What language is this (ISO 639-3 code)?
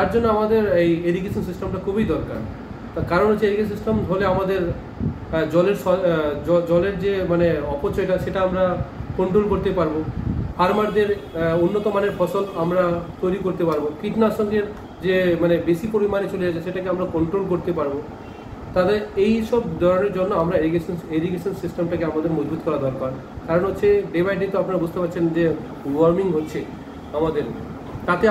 ben